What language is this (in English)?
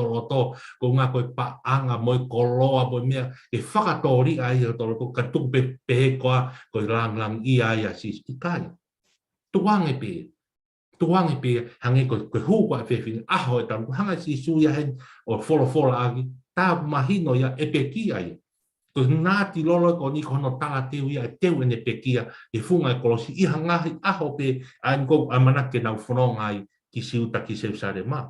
Tongan